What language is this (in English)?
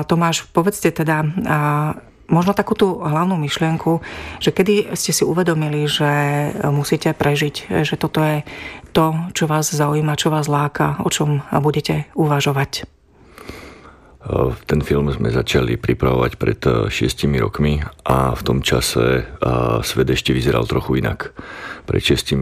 Slovak